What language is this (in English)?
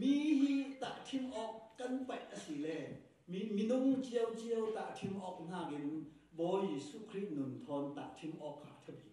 Falam Chin